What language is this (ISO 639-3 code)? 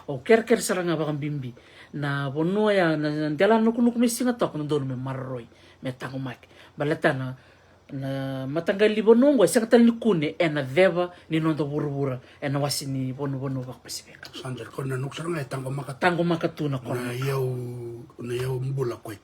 fij